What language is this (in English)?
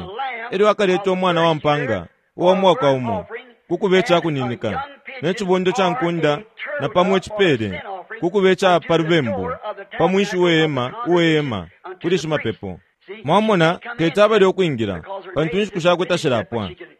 Bemba